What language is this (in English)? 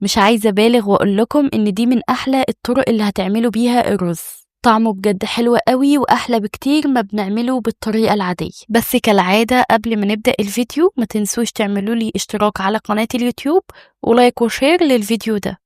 Egyptian Arabic